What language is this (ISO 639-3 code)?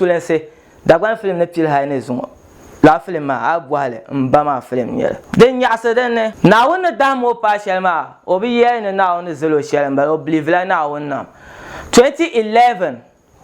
dag